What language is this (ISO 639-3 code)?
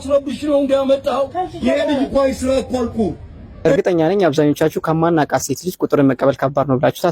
amh